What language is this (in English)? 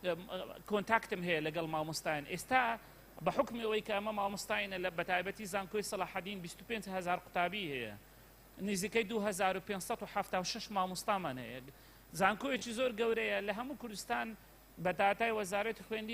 Central Kurdish